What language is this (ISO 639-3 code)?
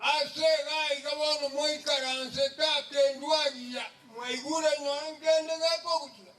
guz